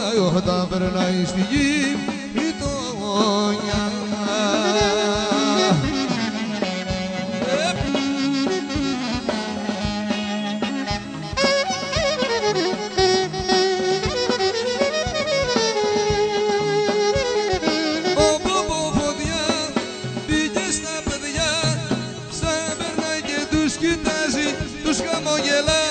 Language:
Greek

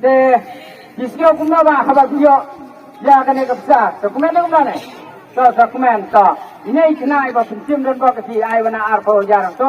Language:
Khasi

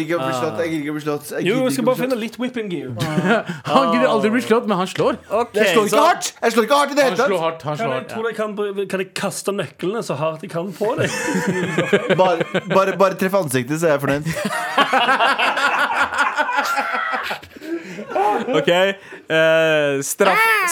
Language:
Norwegian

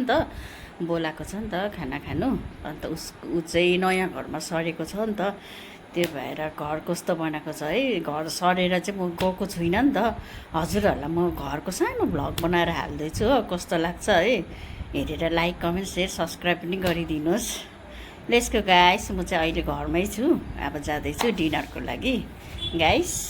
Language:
Nepali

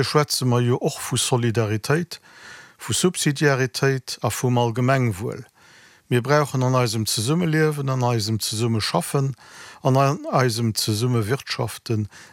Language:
Luxembourgish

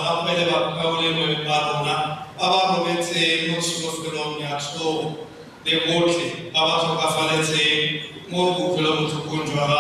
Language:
Tswana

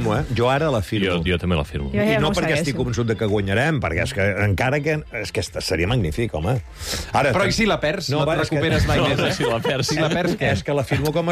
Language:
Catalan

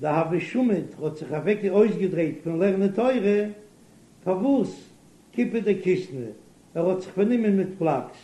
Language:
Yiddish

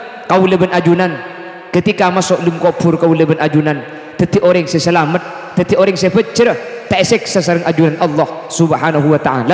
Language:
Madurese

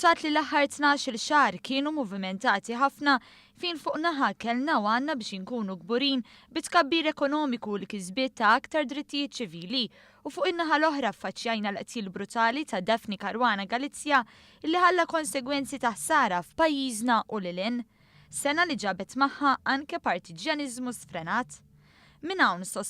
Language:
Maltese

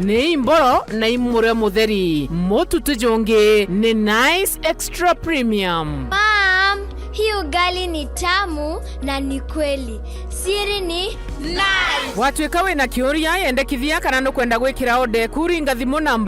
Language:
Meru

